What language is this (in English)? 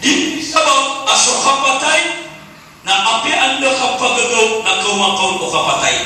Maranao